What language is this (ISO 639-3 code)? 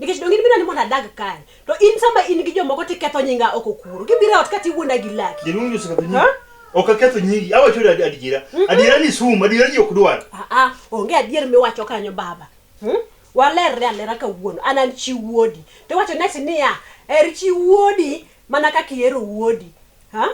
luo